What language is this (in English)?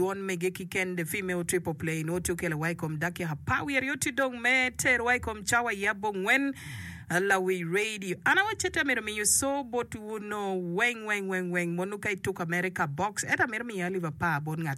Acoli